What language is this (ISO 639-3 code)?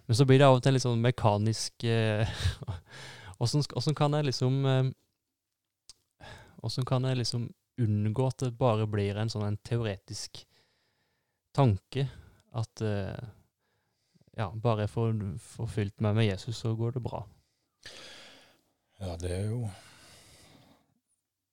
nor